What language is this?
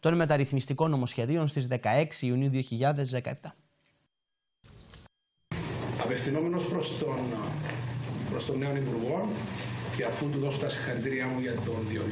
Greek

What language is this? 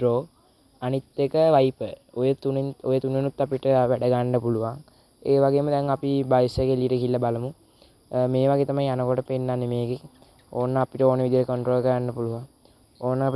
Sinhala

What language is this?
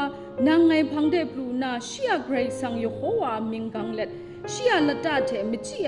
Kachin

